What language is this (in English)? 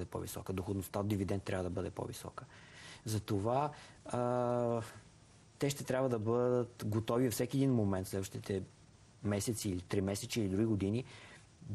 Bulgarian